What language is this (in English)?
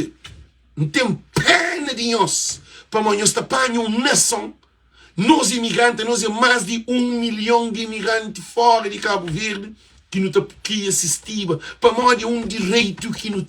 Kabuverdianu